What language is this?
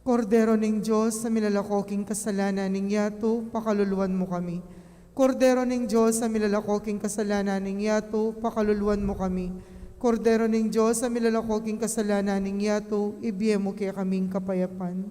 Pampanga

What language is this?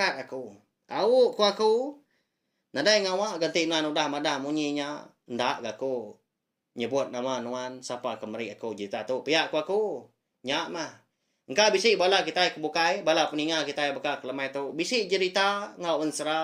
Iban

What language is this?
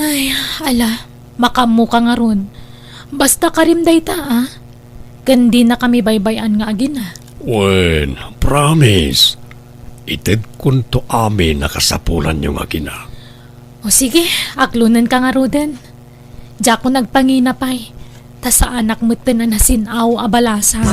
Iloko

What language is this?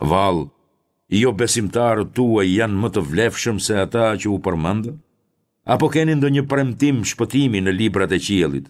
Albanian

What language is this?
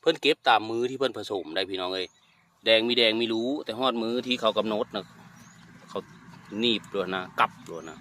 Northeastern Thai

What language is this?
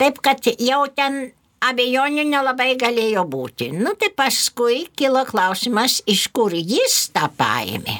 Lithuanian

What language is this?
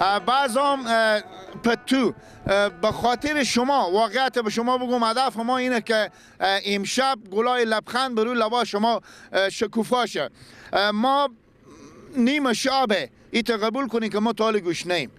Persian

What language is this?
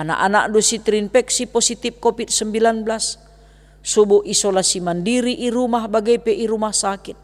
Batak Karo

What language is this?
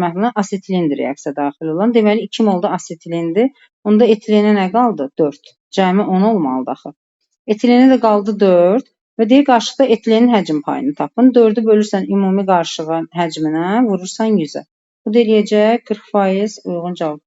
Azerbaijani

